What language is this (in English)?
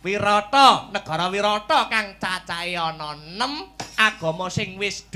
Javanese